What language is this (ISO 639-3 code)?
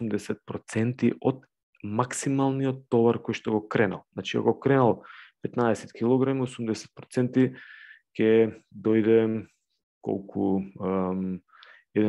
mkd